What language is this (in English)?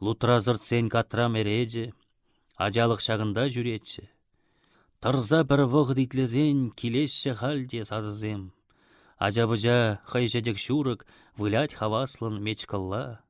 Chuvash